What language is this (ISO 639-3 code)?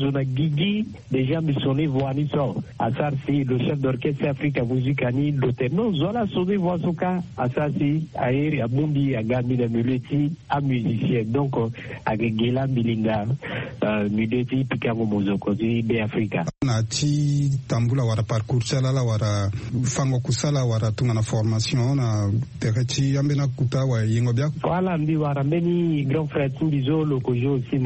sag